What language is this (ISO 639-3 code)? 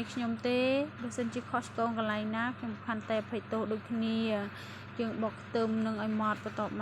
khm